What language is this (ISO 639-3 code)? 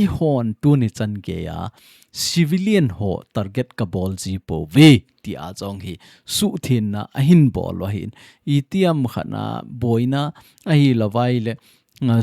tcz